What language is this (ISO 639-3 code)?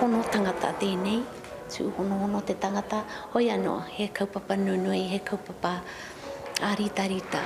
mri